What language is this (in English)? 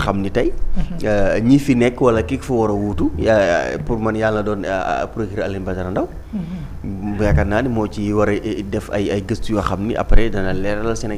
Wolof